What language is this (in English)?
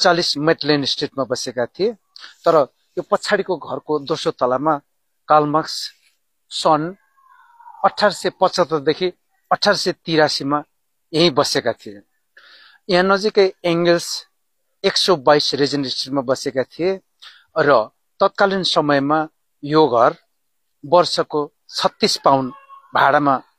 Nepali